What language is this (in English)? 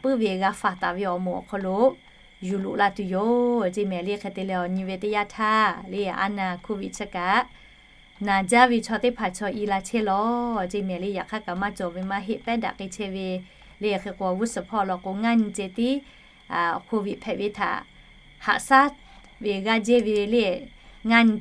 Lahu